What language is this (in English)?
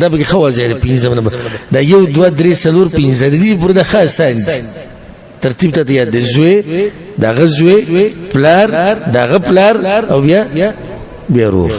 Pashto